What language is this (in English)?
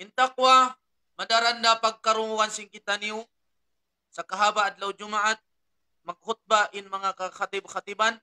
Tausug